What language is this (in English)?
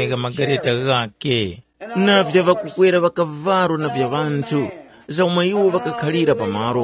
Tumbuka